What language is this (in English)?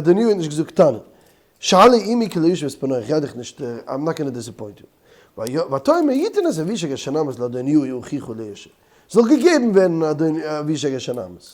Yiddish